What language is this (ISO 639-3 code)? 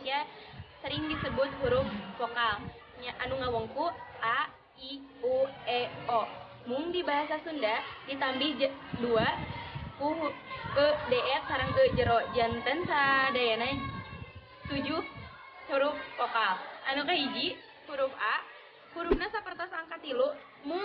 sun